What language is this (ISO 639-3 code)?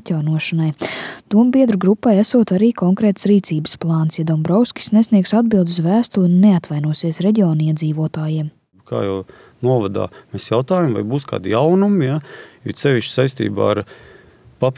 lav